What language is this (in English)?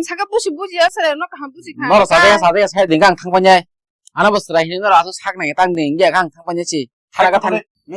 Kok Borok